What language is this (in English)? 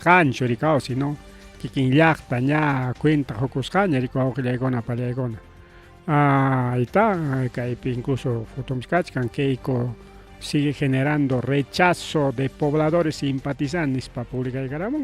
Ayacucho Quechua